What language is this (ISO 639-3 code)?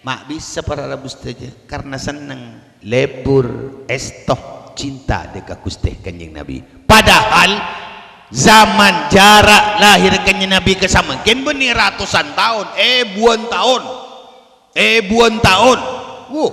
mad